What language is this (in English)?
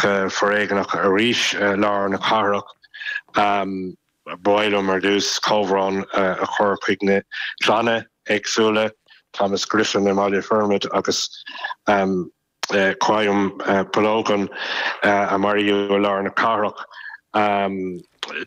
Irish